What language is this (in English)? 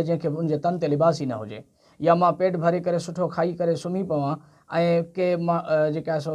Sindhi